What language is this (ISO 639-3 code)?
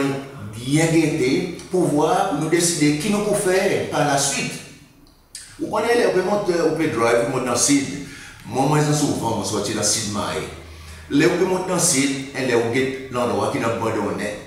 crs